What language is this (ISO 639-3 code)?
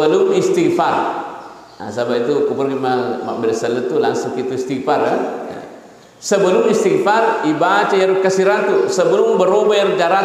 bug